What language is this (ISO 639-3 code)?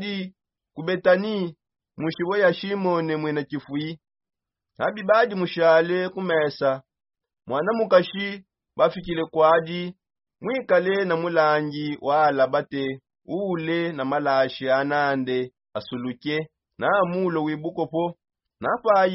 sop